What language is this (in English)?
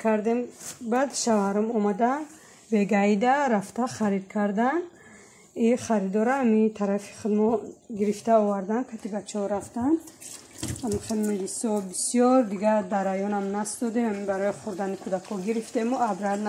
Tajik